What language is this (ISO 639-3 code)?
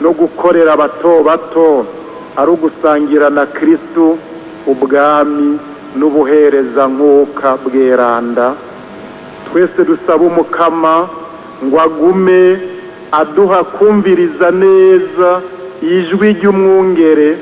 run